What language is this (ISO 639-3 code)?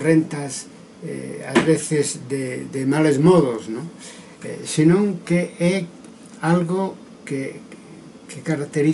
glg